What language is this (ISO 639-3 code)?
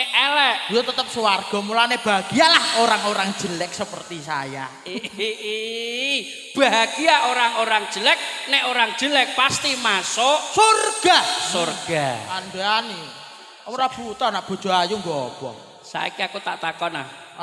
jav